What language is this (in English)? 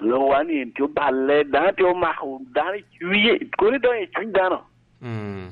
Lango (Uganda)